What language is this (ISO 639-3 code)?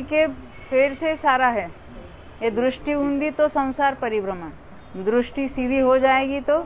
hin